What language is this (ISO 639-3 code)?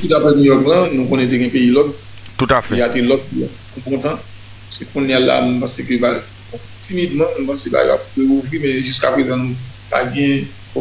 hat